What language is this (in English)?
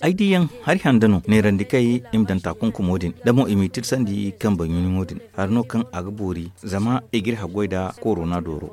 Zarma